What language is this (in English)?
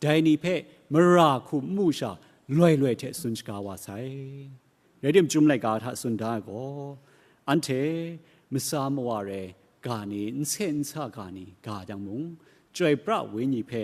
Kachin